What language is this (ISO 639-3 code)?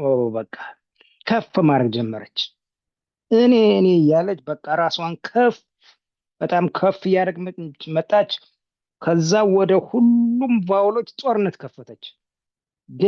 amh